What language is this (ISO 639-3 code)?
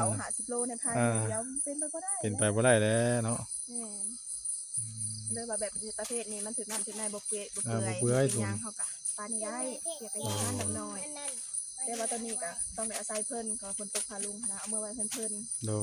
tts